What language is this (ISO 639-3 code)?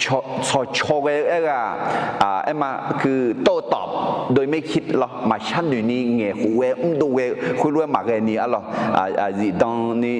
ahk